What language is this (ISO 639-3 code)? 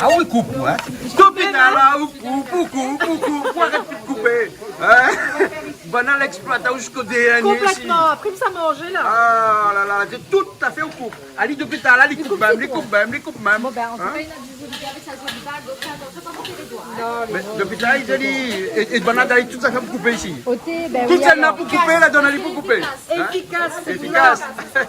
rcf